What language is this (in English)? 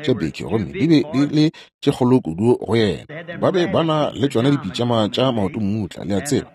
Northern Sotho